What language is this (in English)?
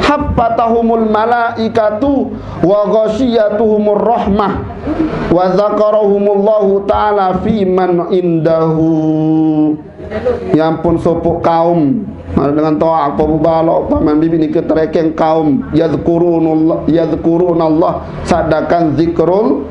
Sasak